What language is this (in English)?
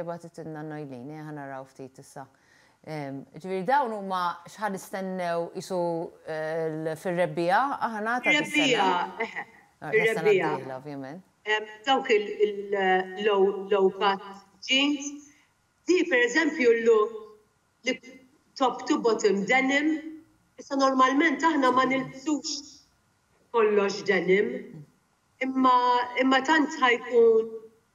Maltese